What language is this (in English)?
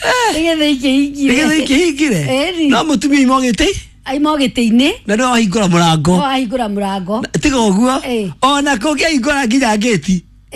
Kikuyu